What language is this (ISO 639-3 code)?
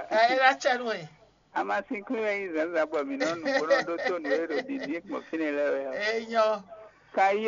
fon